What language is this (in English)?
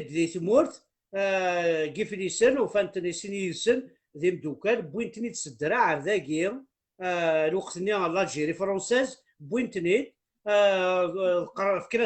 Kabyle